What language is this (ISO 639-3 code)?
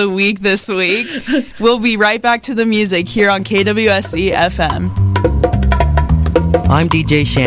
eng